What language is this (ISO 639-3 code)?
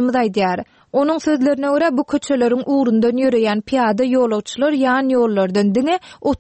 tuk